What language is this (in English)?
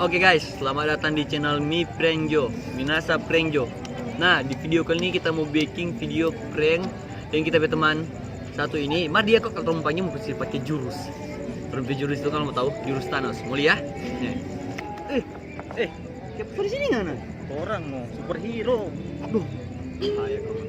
Manado Malay